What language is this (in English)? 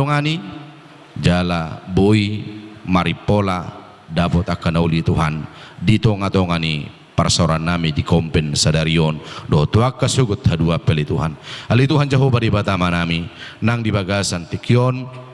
Batak Toba